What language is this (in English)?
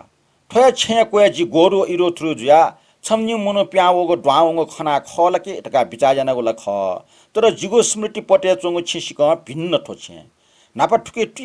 Newari